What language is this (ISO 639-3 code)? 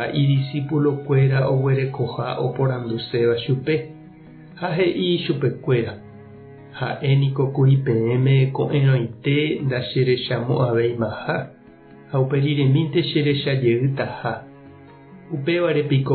grn